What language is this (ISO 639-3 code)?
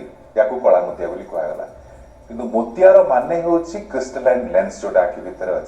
ori